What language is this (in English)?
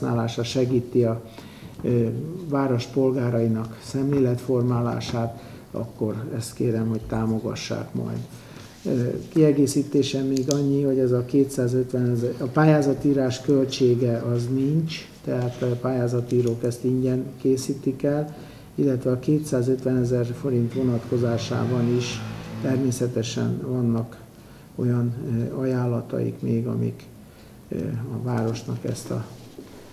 Hungarian